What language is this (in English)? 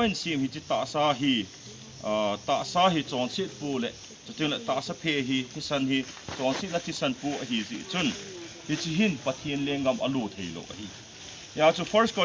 Thado Chin